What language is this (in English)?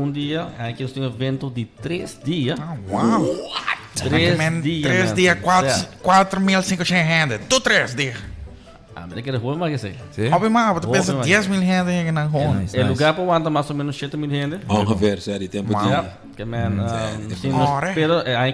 Papiamento